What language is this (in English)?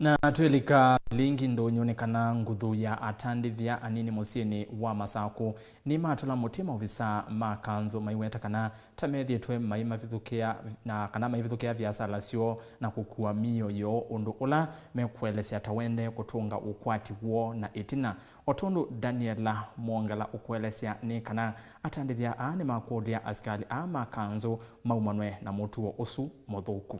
Kamba